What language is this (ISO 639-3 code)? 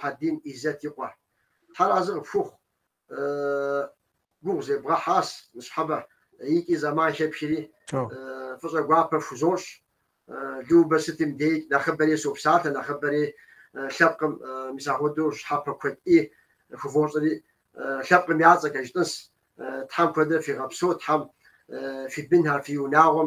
kbd